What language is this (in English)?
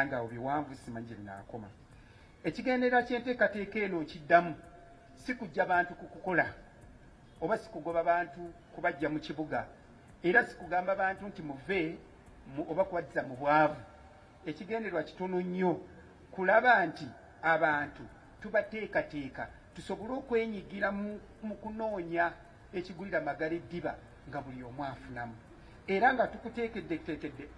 Ganda